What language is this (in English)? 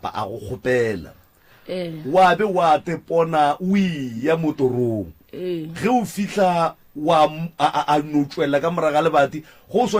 Northern Sotho